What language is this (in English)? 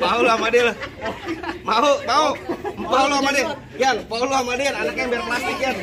Betawi